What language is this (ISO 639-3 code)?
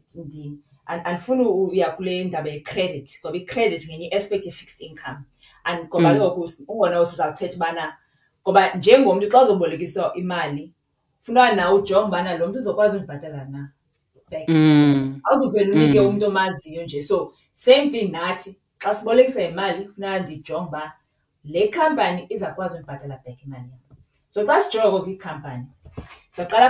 xho